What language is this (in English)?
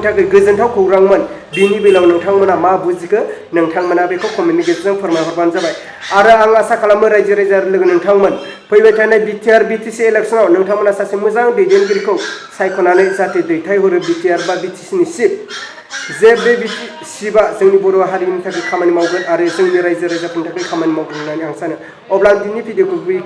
Bodo